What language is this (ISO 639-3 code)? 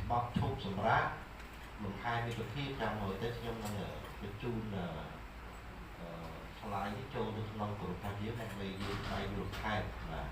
khm